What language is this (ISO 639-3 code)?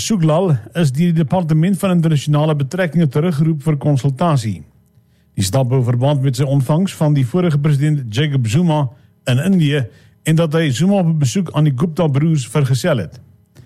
afr